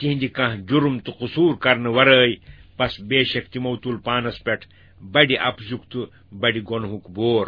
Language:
Kashmiri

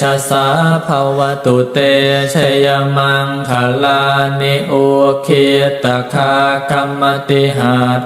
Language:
Pali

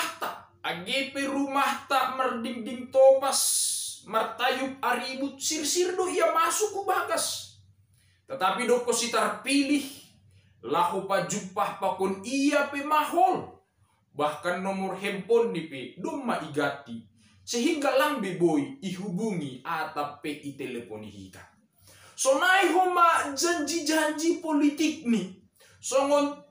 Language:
Batak Simalungun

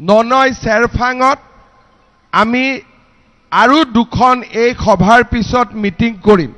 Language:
Assamese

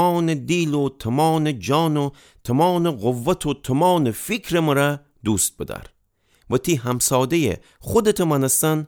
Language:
Gilaki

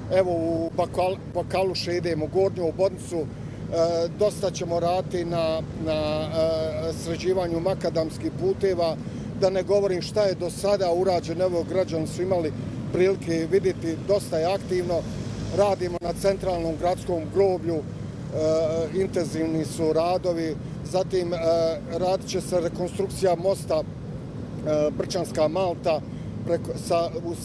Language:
Bosnian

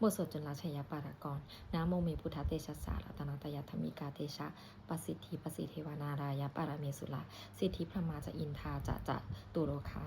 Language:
Pali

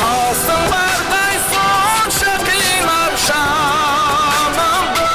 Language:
Kara-Kalpak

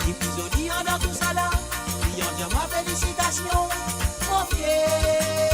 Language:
Morisyen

